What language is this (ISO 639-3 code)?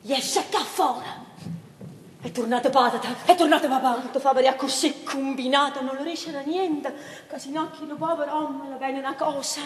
nap